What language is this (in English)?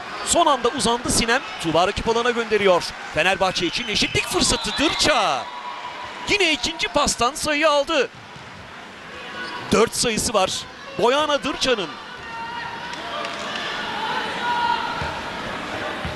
Turkish